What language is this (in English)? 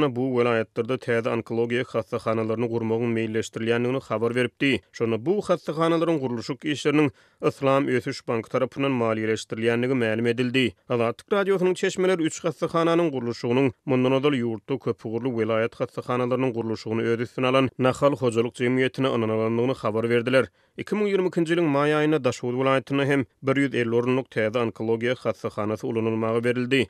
Turkmen